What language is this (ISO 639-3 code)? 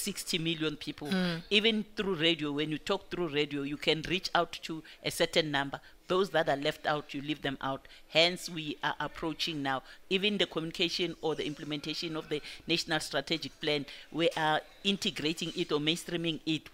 eng